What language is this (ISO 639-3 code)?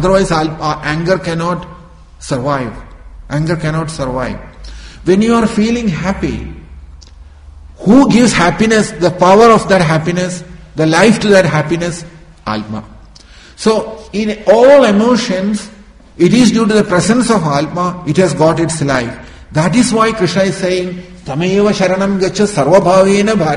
eng